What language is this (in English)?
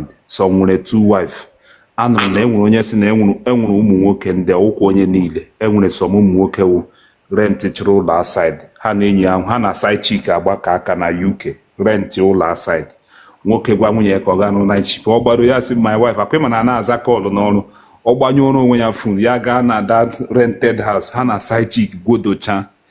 Igbo